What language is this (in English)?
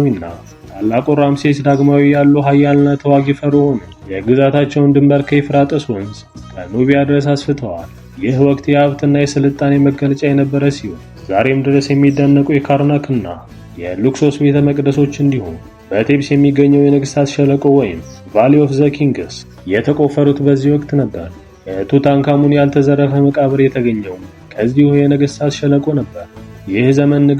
Amharic